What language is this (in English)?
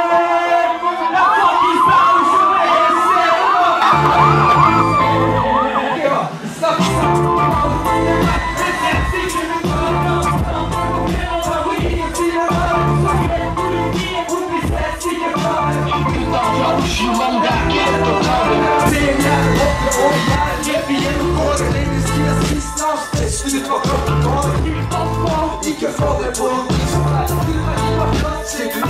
Norwegian